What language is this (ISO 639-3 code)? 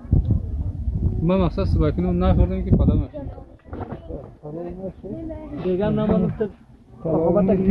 fas